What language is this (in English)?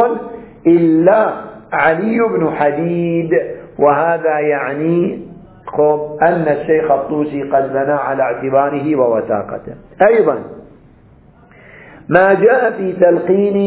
Arabic